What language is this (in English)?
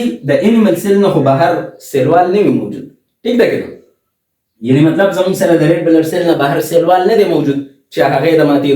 Pashto